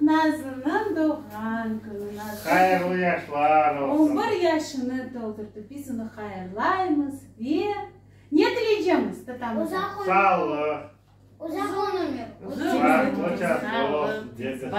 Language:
Crimean Tatar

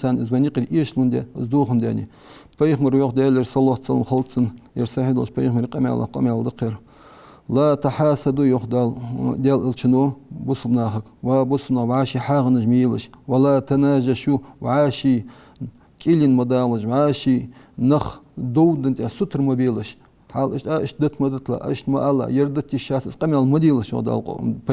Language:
Ingush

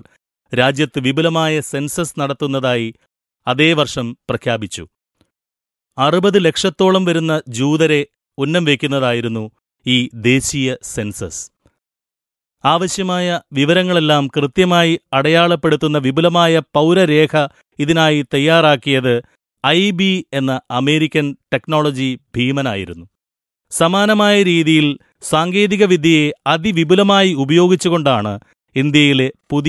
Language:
Malayalam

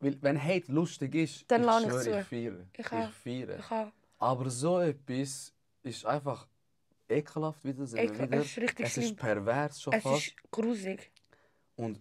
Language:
Swiss German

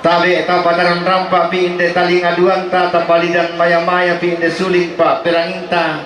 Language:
Toraja-Sa'dan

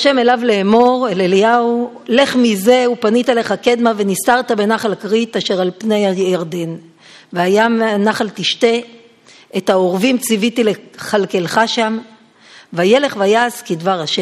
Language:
Hebrew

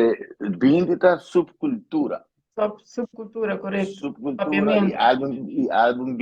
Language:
Papiamento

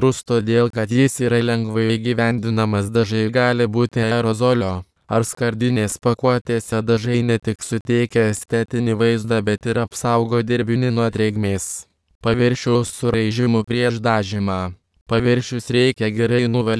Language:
Lithuanian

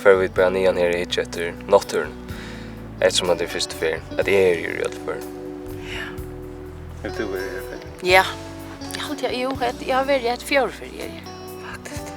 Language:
Faroese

